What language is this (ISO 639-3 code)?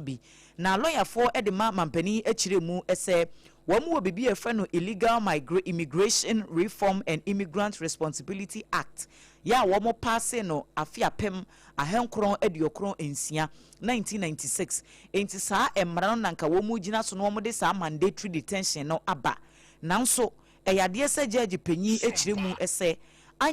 aka